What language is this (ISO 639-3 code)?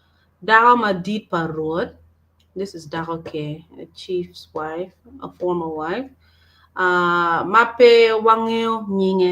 ach